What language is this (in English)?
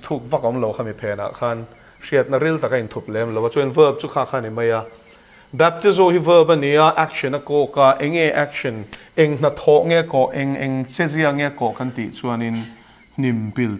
Mizo